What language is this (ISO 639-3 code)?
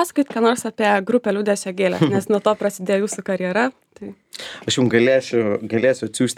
lit